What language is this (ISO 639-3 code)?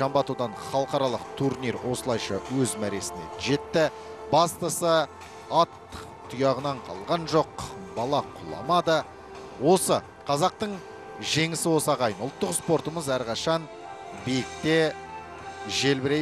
kaz